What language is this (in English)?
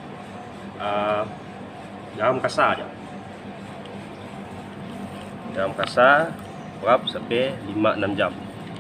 Malay